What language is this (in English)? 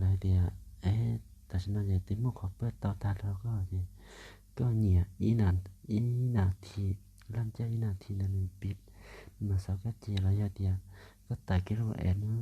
Hmong